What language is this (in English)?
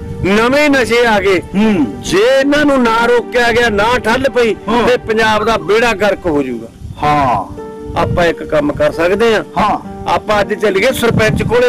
Punjabi